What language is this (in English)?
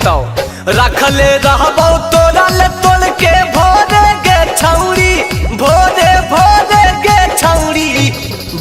Magahi